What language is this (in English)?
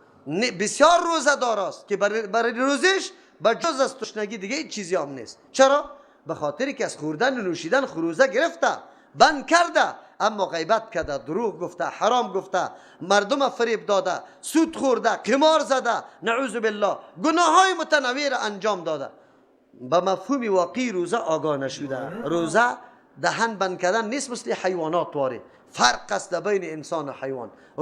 Persian